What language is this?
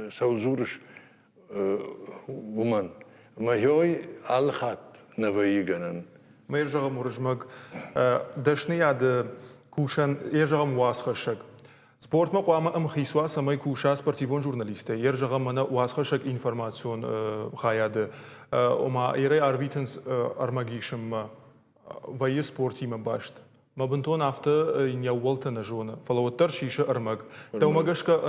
Ossetic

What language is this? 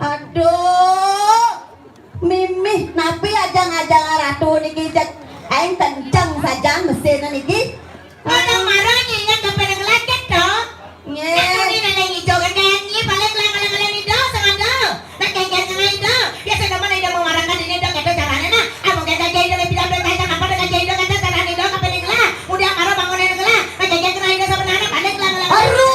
Balinese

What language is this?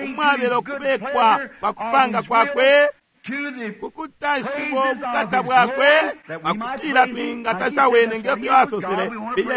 Bemba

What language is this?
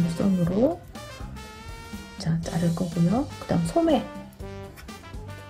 Korean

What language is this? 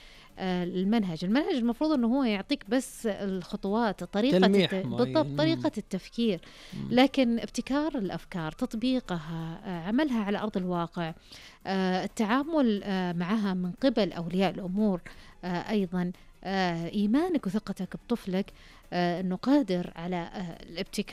Najdi Arabic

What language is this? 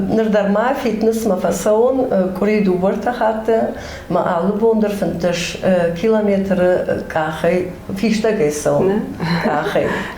Ossetic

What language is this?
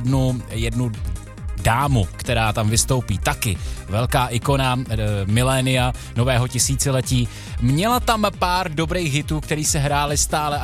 Czech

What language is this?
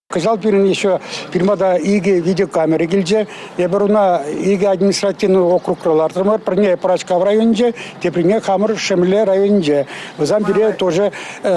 Chuvash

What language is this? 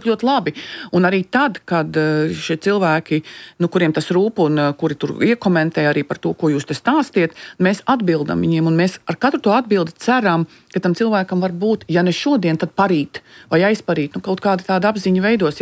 Latvian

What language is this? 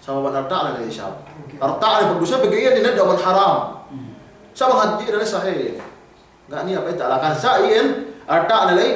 Yakan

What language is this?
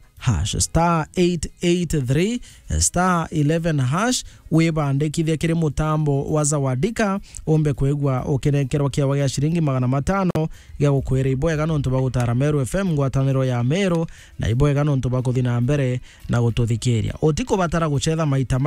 Meru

